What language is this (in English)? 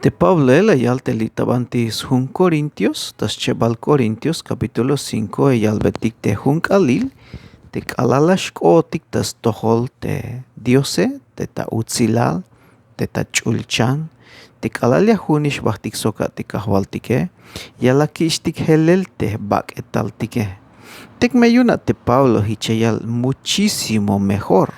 Tzeltal